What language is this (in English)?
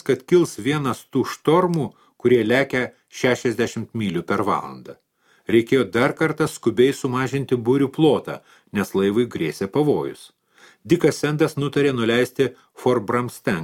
Lithuanian